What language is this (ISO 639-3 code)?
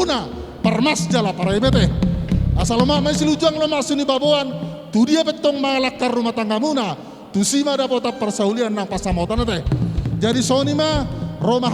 bbc